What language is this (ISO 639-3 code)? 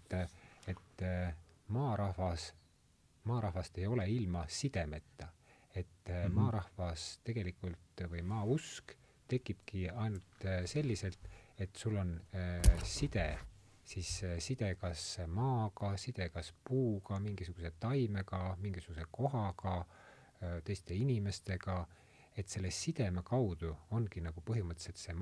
est